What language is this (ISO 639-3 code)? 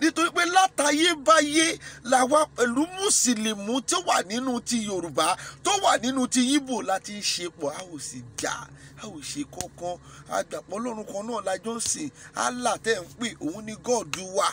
yor